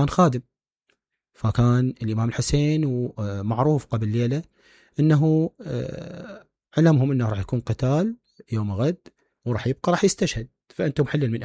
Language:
Mesopotamian Arabic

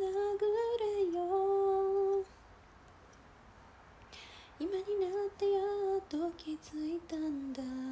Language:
Japanese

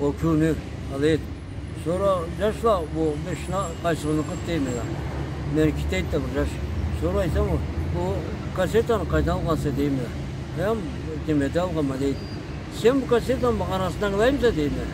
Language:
Karachay-Balkar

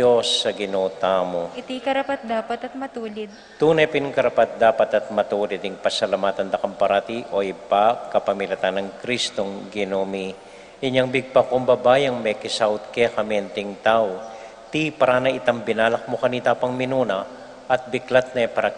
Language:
Pampanga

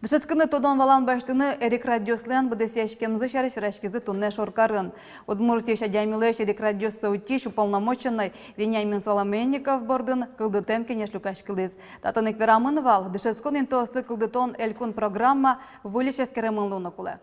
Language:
Udmurt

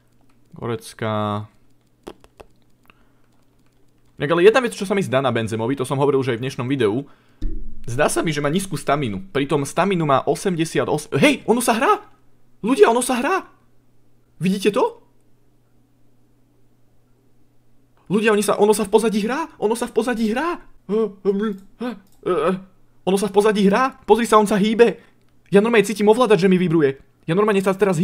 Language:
Slovak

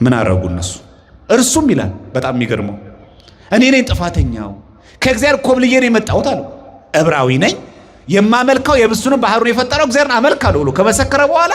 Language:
Amharic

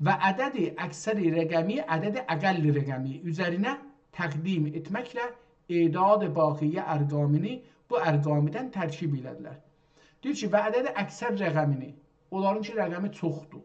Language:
South Azerbaijani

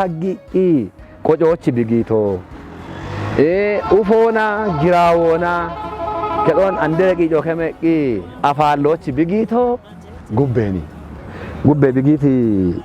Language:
Kafa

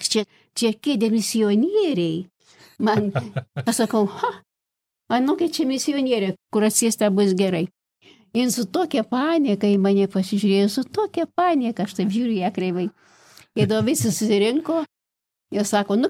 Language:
Lithuanian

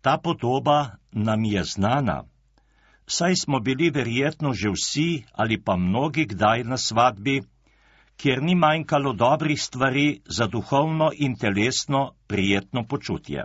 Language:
Slovenian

